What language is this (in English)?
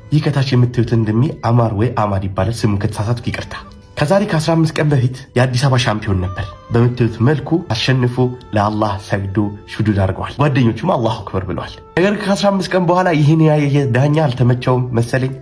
Amharic